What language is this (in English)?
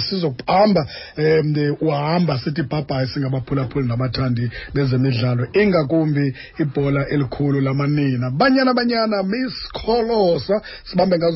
Xhosa